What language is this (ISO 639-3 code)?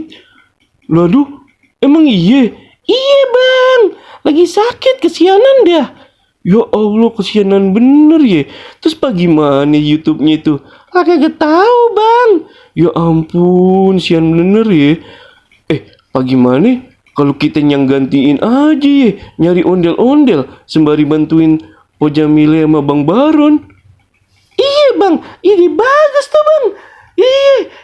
bew